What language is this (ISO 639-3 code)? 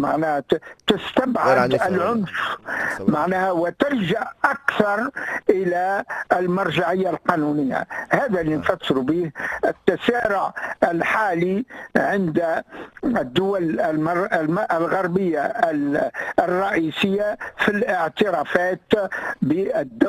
aeb